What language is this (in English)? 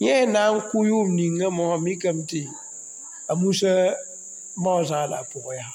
Mossi